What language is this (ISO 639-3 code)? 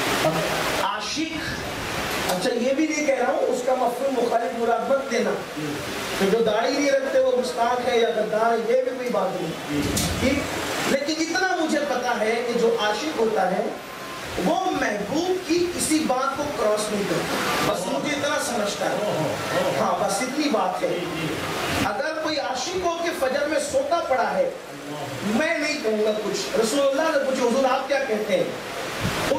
urd